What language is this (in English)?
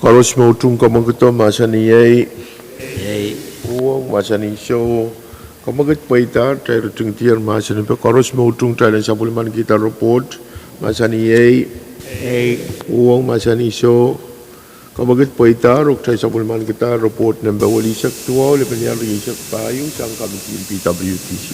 Pohnpeian